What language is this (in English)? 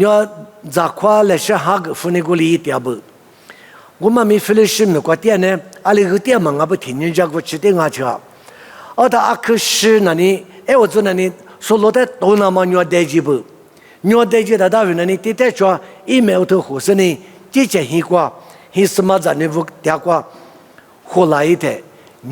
Lisu